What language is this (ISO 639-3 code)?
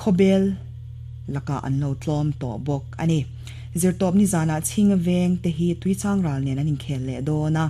lus